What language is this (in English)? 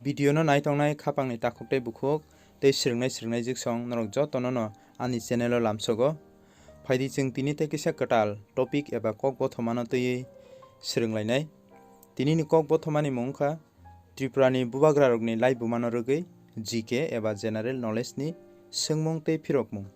Kok Borok